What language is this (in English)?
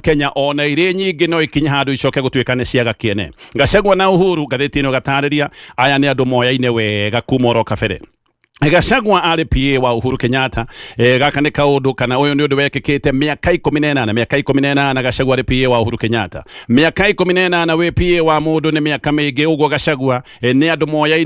Kikuyu